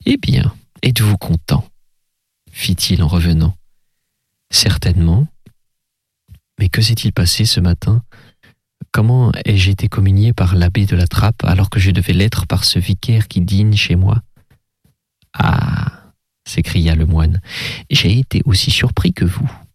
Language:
French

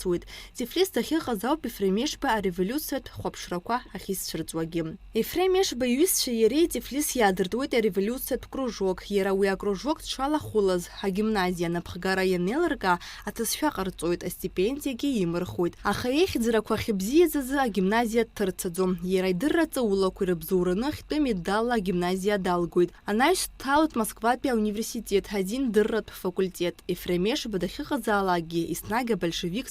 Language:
Abkhazian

